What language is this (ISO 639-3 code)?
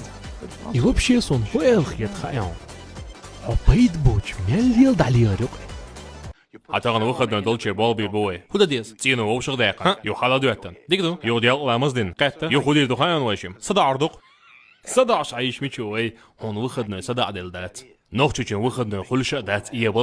che